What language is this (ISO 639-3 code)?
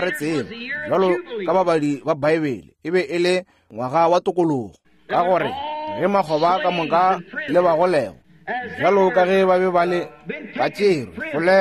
nso